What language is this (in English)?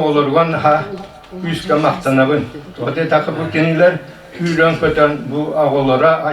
Yakut